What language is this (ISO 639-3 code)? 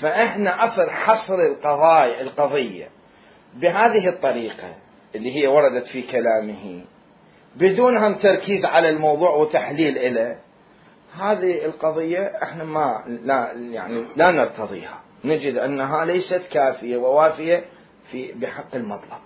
acm